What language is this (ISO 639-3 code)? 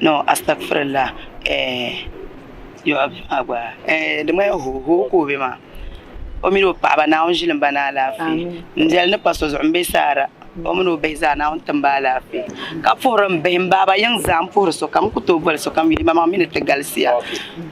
dag